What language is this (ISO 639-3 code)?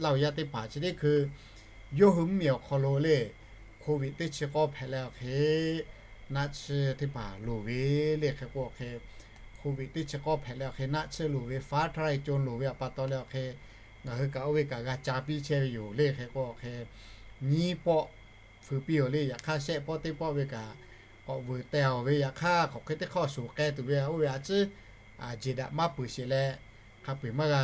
lhu